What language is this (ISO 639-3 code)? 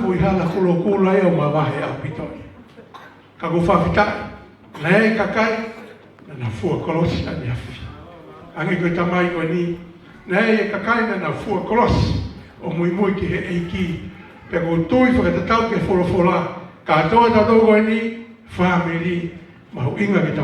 ton